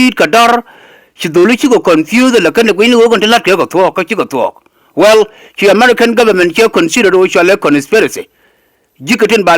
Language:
Nuer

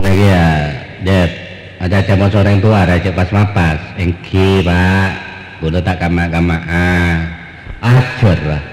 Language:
Madurese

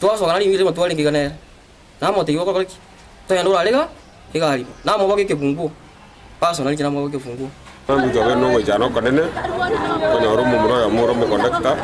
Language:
Gusii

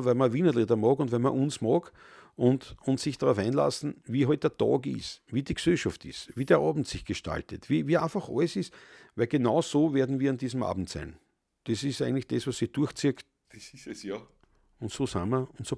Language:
Bavarian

